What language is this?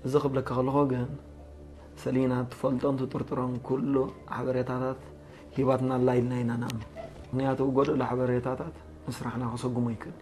Tigre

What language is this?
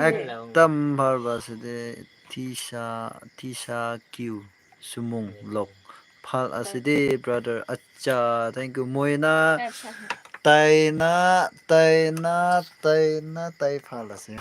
Naga Pidgin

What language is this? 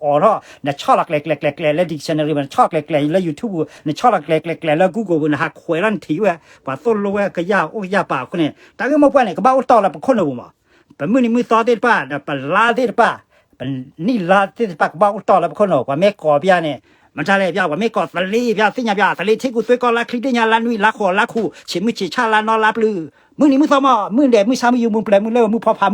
S'gaw Karen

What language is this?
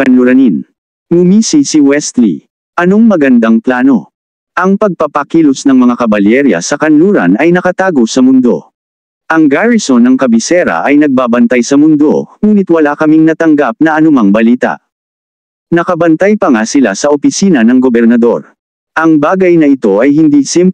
Filipino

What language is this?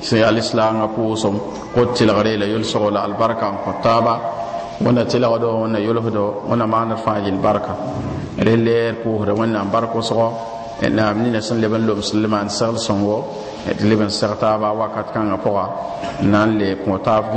Mossi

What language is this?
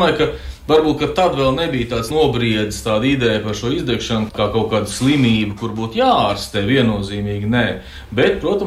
Latvian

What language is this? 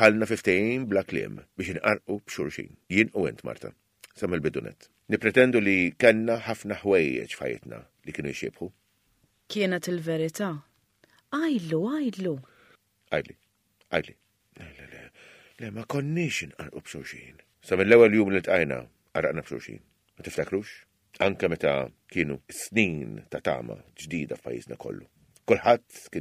Maltese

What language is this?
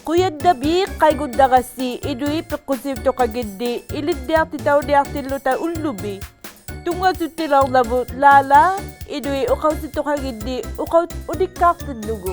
Inuktitut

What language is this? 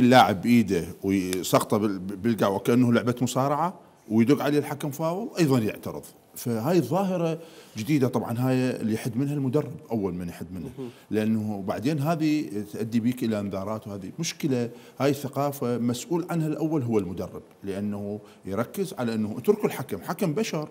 Mesopotamian Arabic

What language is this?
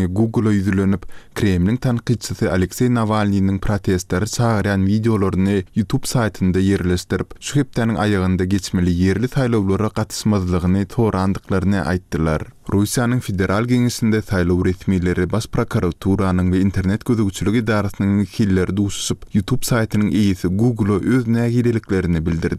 Turkmen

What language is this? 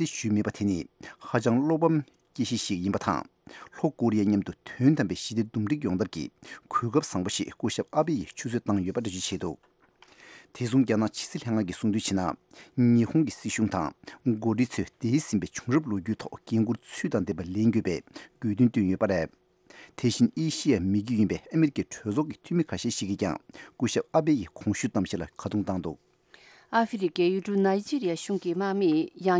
Tibetan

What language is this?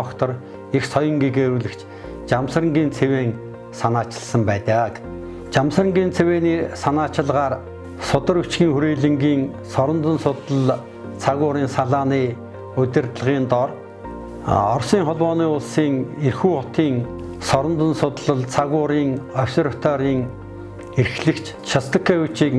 Mongolian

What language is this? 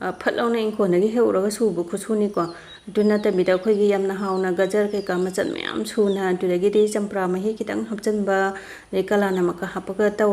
Manipuri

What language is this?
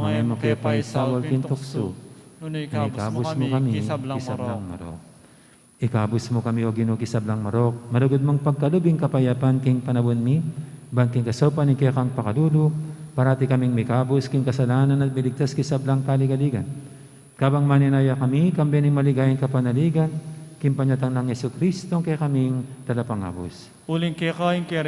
Pampanga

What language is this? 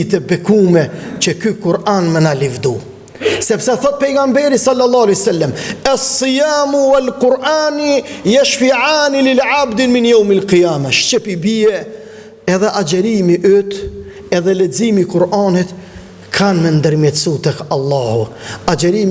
Albanian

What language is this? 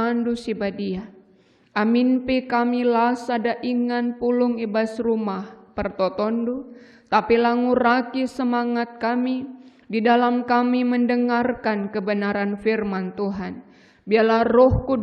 Batak Karo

